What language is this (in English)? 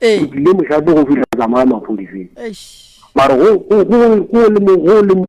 Northern Sotho